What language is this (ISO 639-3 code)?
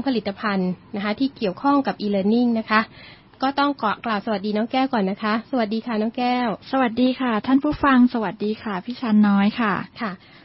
tha